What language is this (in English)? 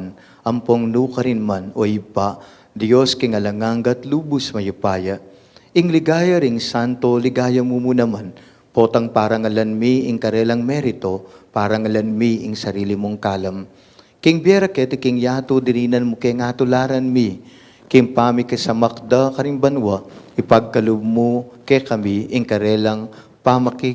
Pampanga